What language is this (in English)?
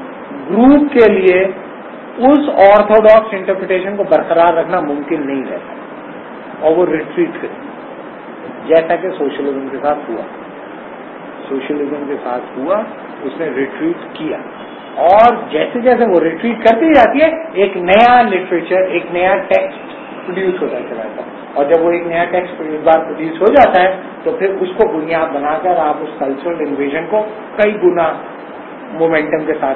Urdu